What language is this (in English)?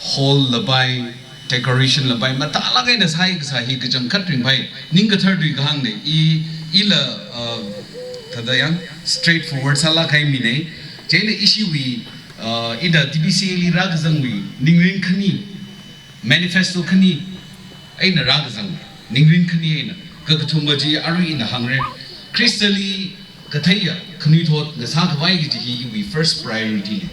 Tangkhul Naga (India)